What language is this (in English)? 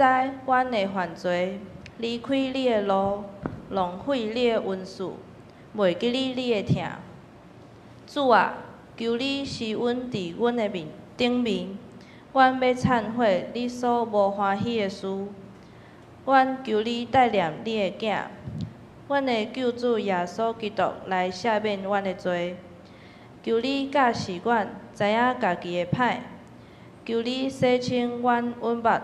Min Nan Chinese